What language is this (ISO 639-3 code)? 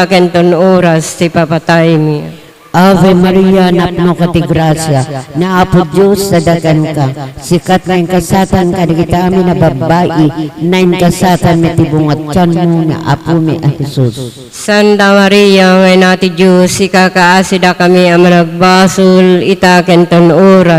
ilo